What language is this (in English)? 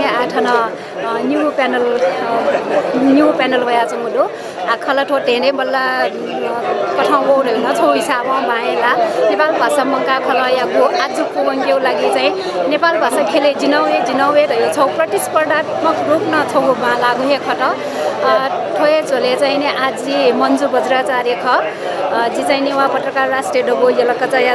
Newari